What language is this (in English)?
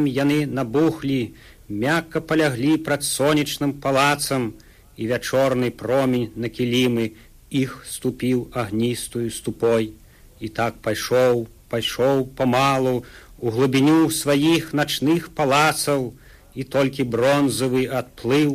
Belarusian